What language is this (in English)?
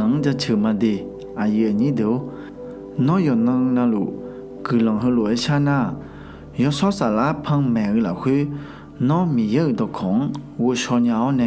Akha